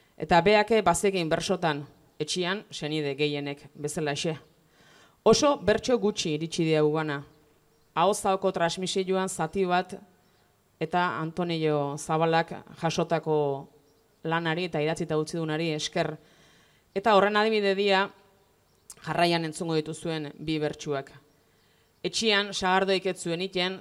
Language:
Basque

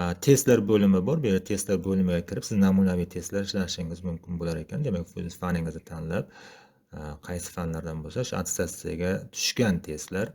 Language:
Uzbek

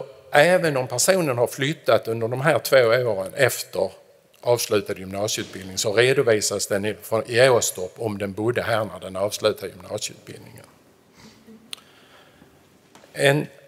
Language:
Swedish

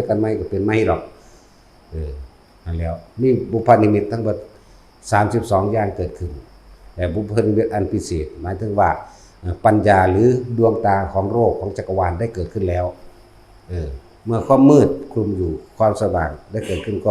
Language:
Northeastern Thai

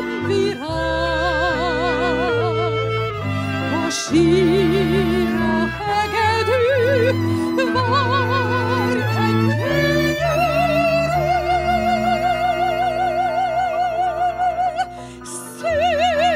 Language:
Hungarian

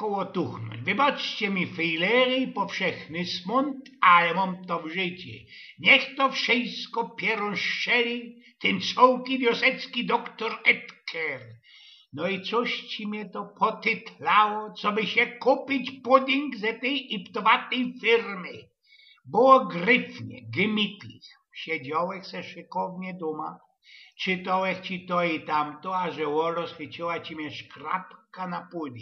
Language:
Silesian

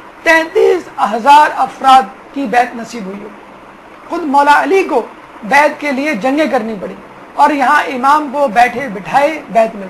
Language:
Urdu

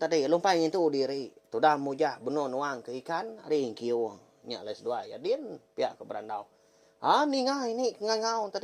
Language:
Iban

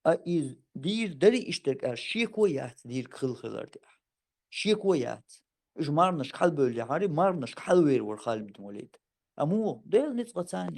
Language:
Chechen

